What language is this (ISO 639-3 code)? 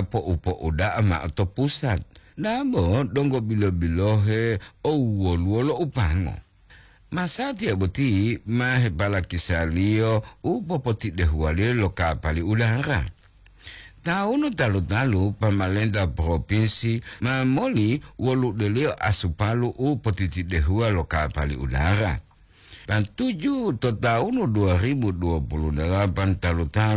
gor